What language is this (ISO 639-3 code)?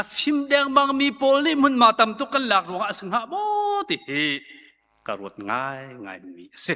cnh